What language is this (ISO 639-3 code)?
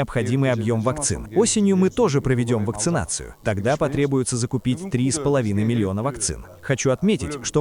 rus